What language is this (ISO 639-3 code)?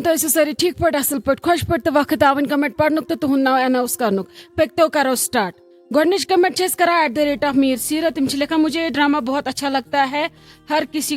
kas